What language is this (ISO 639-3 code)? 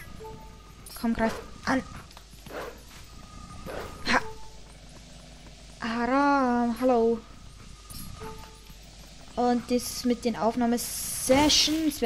deu